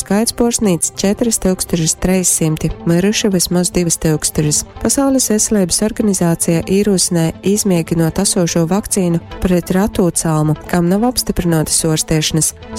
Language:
Latgalian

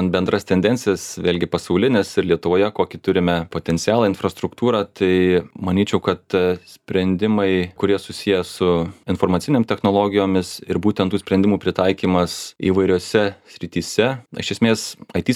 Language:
Lithuanian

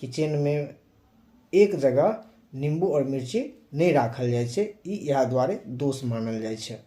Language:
Maithili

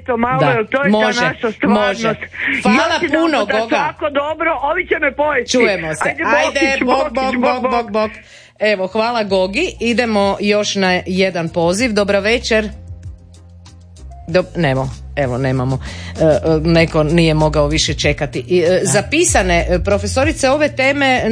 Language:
Croatian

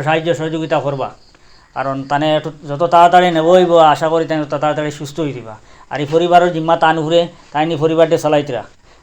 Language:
Sylheti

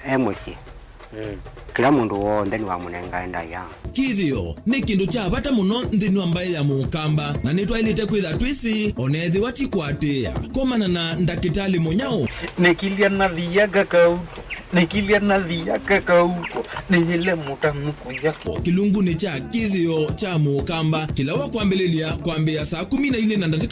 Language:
Kamba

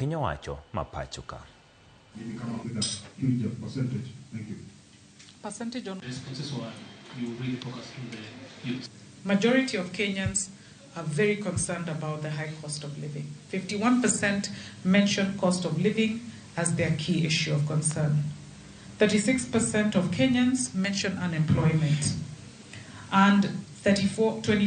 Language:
Luo (Kenya and Tanzania)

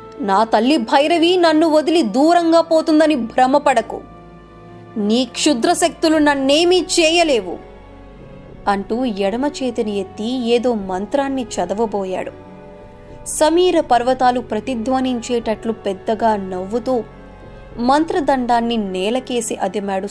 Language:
Telugu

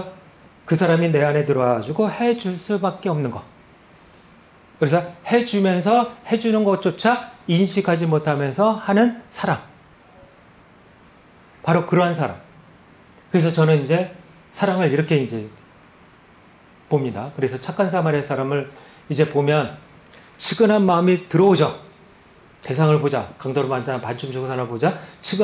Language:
Korean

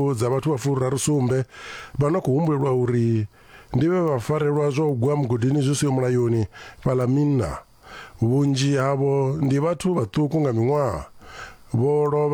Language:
Venda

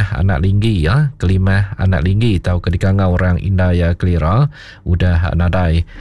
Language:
Iban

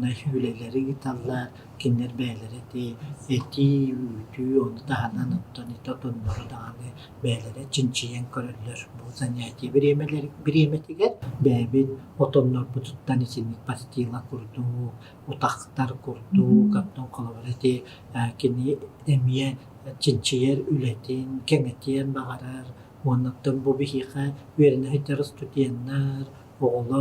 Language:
Yakut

